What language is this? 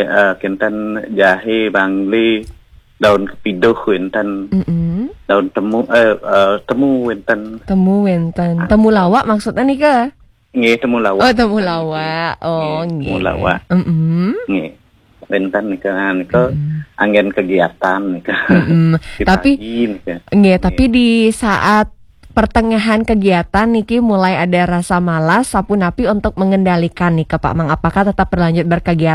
Balinese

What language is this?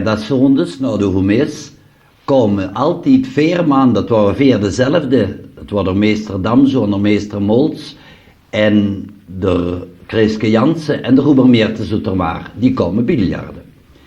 Limburgish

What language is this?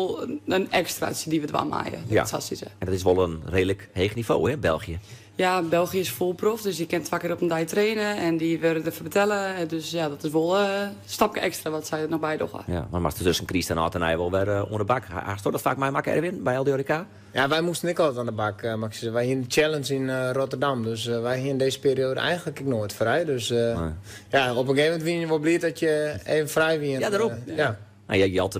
Western Frisian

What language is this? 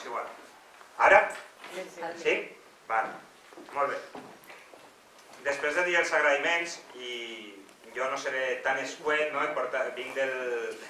Catalan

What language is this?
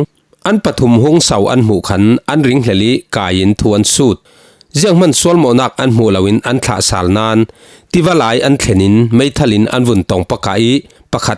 Falam Chin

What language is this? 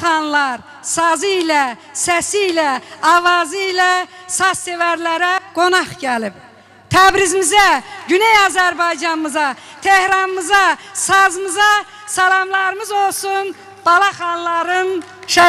South Azerbaijani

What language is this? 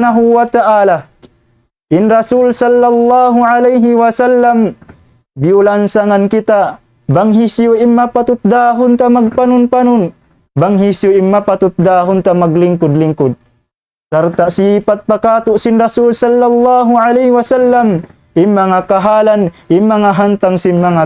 Tausug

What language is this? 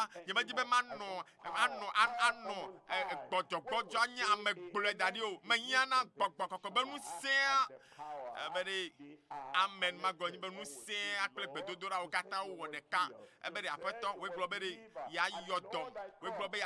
Ewe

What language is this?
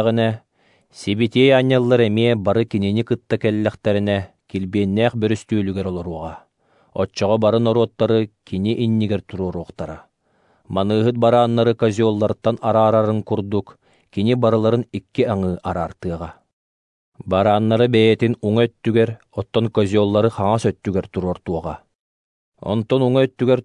Yakut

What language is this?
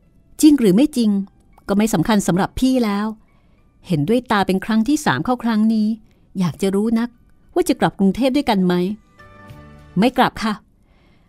Thai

